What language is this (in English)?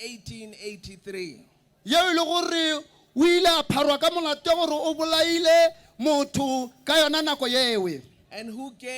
Northern Sotho